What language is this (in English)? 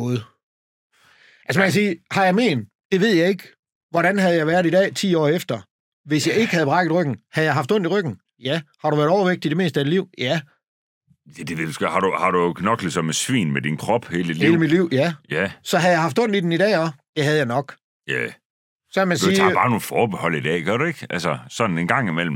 Danish